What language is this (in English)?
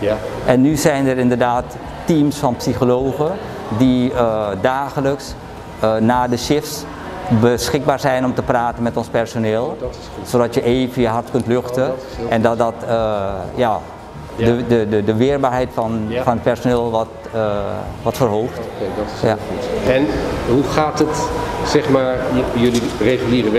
Dutch